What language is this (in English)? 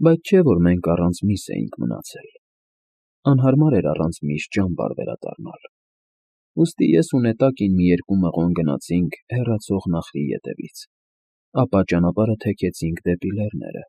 Armenian